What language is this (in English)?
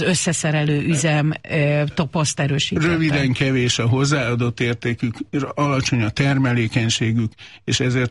Hungarian